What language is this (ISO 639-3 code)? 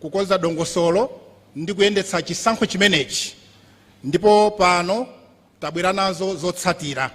nya